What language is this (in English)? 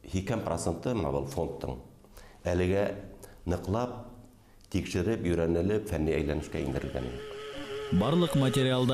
Bashkir